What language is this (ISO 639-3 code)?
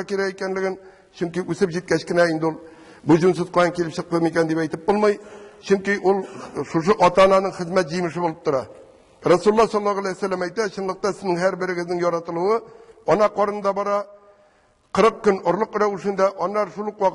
tat